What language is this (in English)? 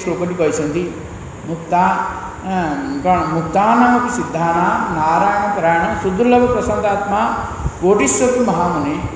Odia